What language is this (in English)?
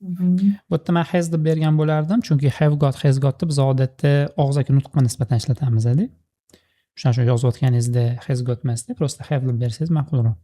Uzbek